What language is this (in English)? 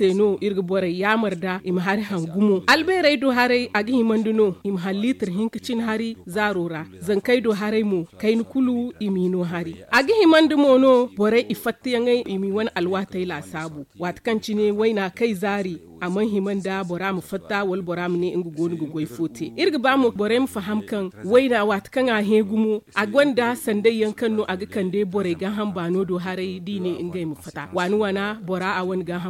Zarma